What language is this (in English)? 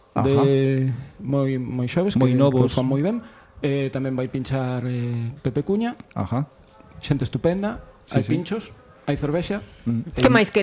Galician